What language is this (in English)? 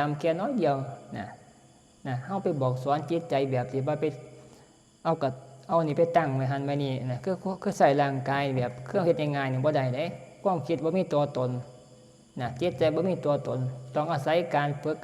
Northeastern Thai